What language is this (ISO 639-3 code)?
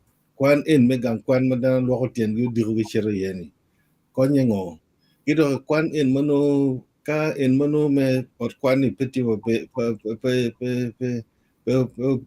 ach